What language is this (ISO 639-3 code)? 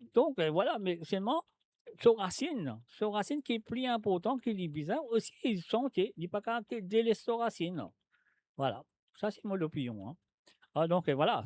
mfe